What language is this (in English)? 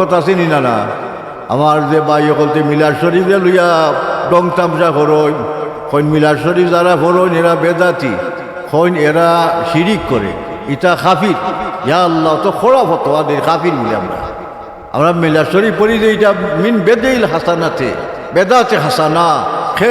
Sylheti